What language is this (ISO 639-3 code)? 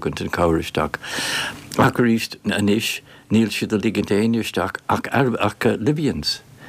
gle